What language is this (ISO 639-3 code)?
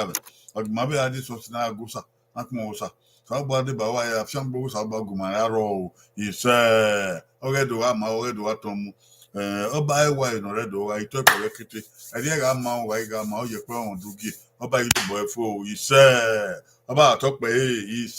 bin